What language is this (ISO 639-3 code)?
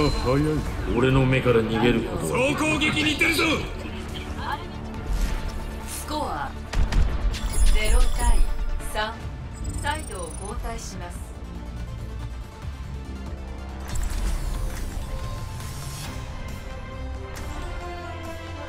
jpn